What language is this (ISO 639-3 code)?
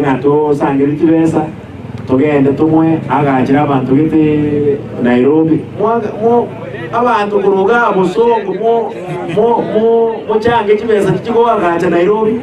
guz